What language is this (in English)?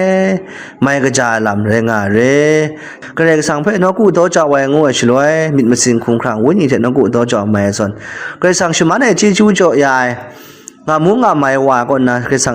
Kachin